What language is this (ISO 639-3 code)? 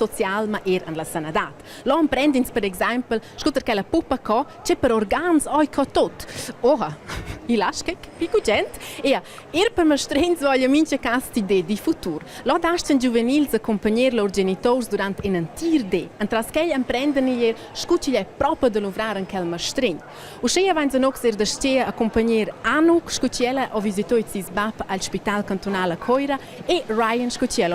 roh